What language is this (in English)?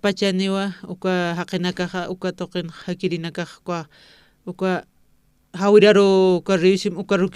Aymara